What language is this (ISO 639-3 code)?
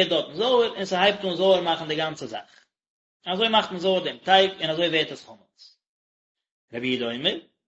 yid